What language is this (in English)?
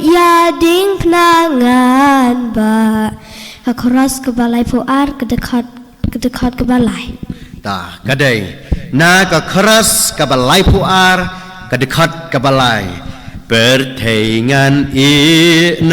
Khasi